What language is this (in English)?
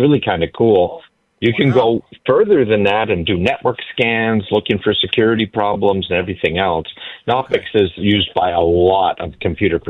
English